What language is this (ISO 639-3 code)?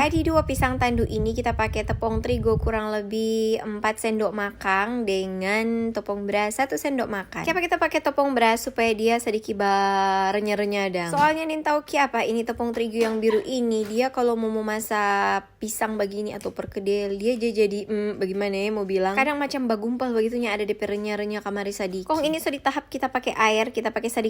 xmm